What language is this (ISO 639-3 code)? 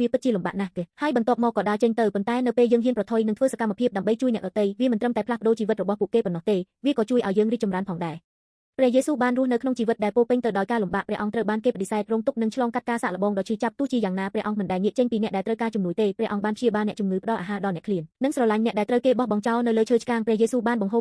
khm